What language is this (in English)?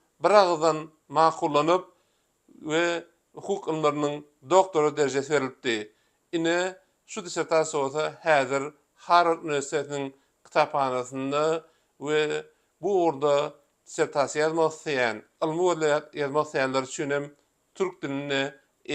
Turkmen